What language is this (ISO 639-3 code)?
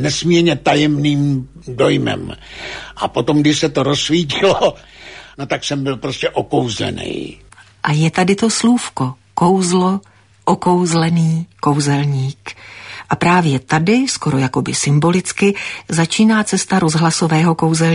ces